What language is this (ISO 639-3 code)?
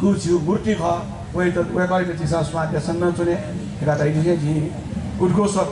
new